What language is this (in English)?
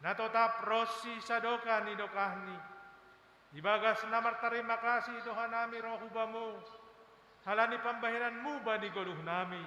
Batak Simalungun